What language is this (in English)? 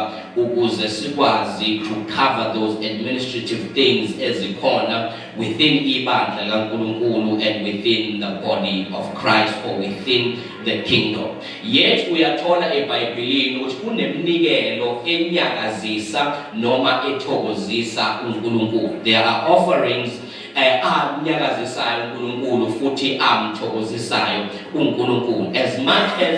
Zulu